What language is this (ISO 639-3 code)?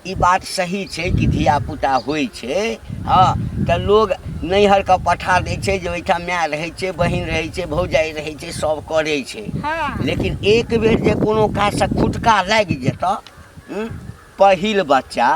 mai